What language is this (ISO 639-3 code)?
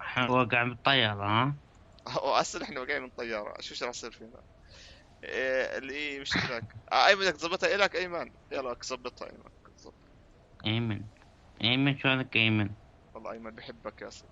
apc